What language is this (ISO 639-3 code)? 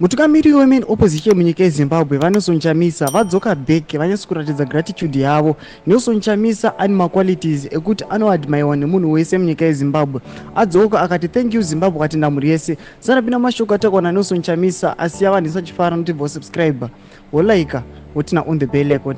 sna